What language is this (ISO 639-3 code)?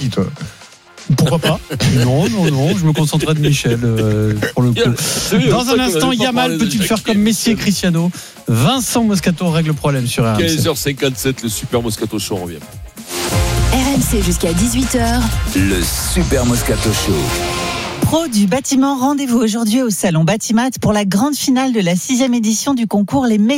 fra